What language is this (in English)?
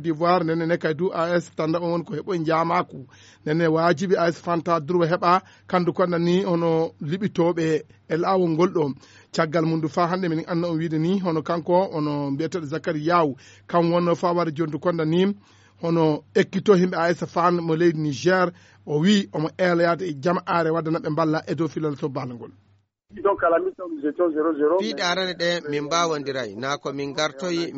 Fula